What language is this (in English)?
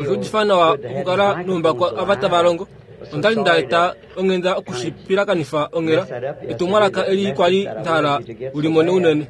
Kuanyama